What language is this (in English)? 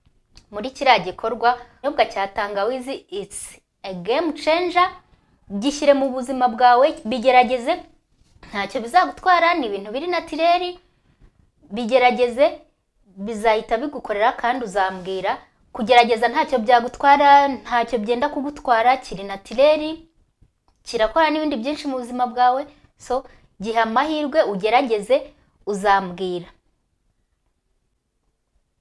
Kinyarwanda